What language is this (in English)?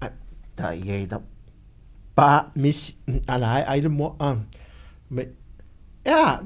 Samoan